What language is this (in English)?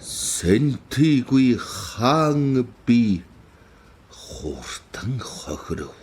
Mongolian